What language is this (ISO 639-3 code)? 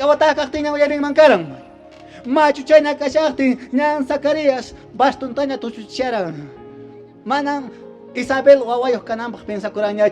que